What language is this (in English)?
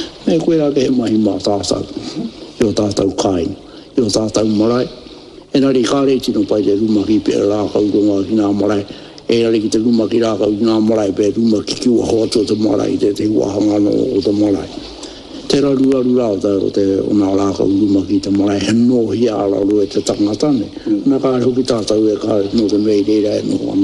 Māori